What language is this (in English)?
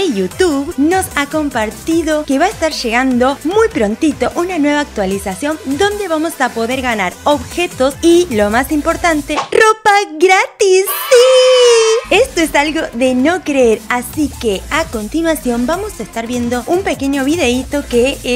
Spanish